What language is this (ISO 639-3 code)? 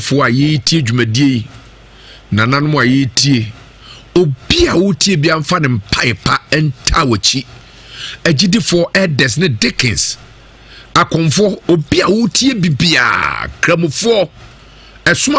aka